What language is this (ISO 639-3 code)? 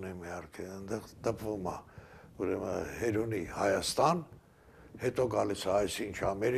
hye